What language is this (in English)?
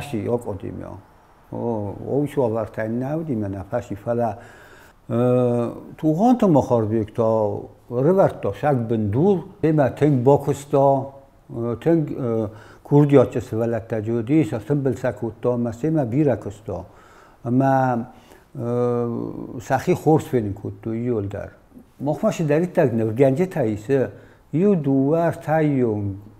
Ossetic